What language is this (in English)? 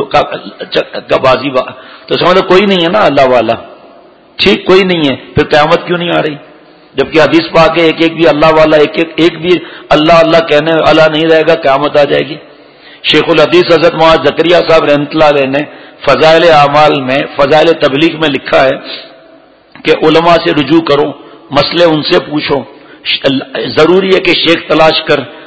Urdu